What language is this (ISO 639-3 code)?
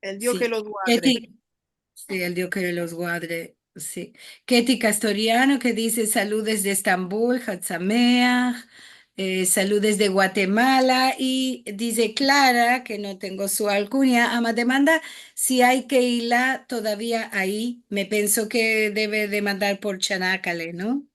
lad